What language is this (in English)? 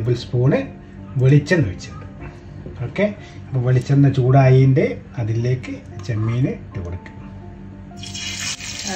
Malayalam